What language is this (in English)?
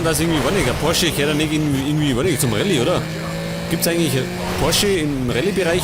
Bavarian